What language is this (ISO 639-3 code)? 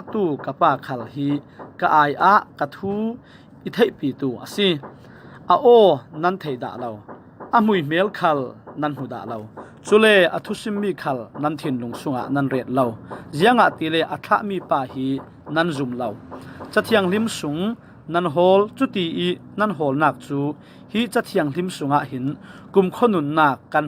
cfm